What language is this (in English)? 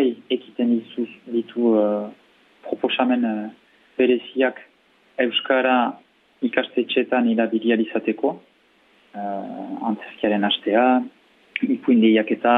Basque